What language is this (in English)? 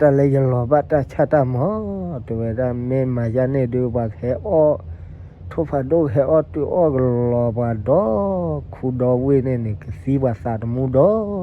S'gaw Karen